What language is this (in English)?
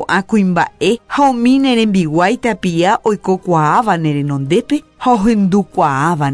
Guarani